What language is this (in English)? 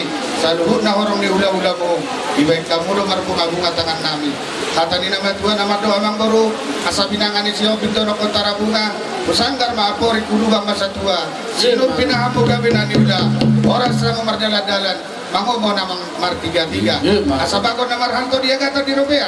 Batak Toba